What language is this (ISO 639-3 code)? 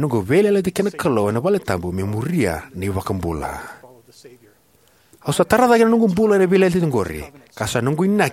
fij